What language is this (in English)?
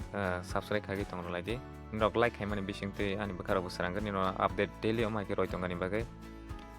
Kok Borok